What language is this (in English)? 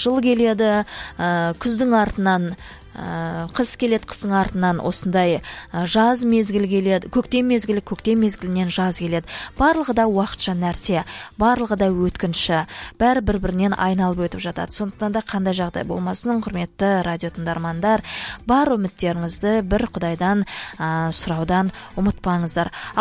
Kazakh